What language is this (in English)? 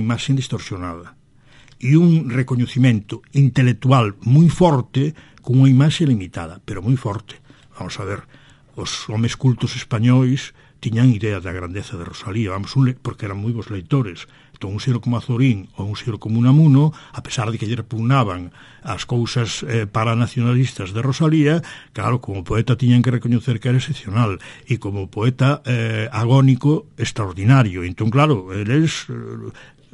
Galician